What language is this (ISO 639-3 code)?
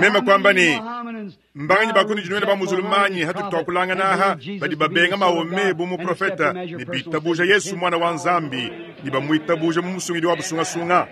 lua